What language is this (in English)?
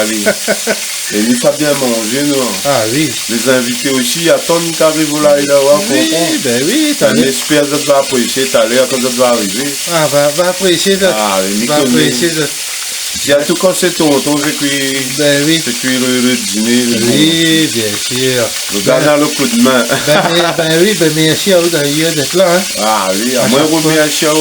Réunion Creole French